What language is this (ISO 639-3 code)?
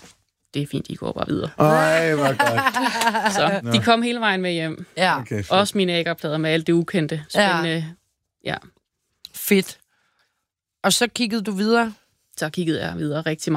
dan